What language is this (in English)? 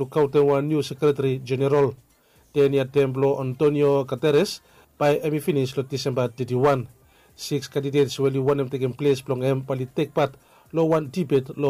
Bislama